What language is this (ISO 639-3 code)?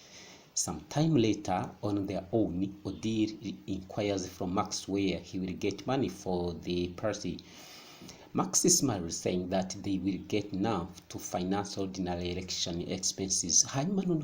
kin